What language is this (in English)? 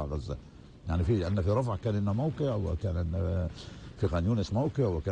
North Levantine Arabic